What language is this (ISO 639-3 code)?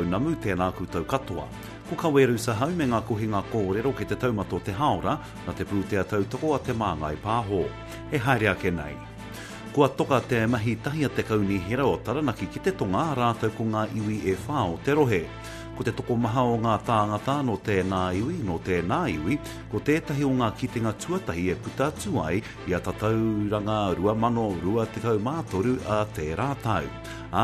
mri